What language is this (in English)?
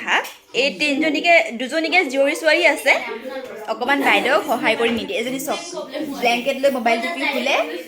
Assamese